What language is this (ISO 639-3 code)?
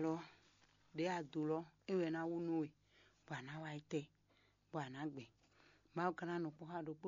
fon